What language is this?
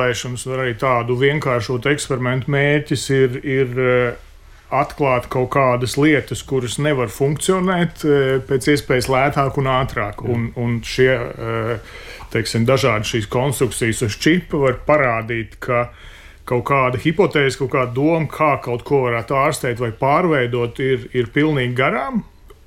Latvian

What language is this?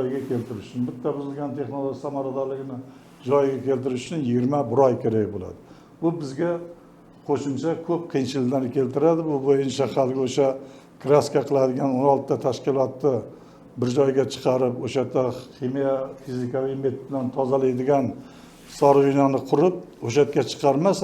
Uzbek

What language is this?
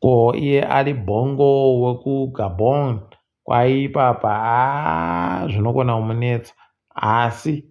Ndau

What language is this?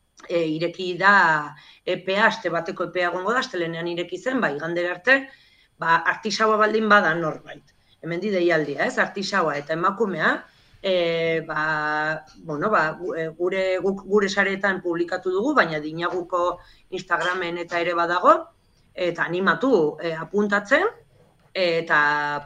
Basque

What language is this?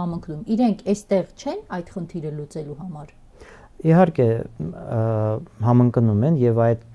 Armenian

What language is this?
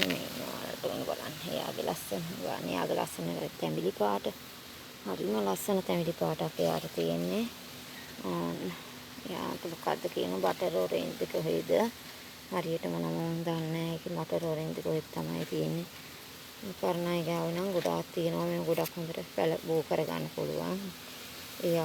Sinhala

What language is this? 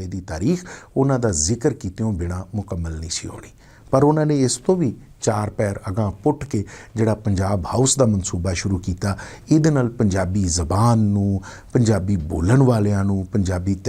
Western Panjabi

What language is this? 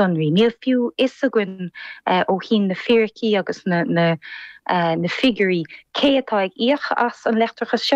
Irish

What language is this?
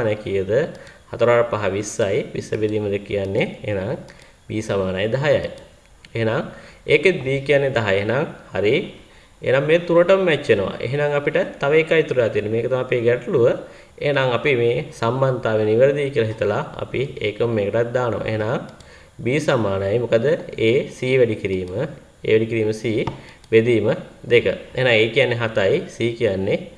Sinhala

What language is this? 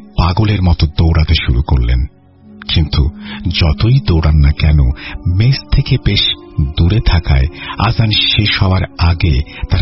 Bangla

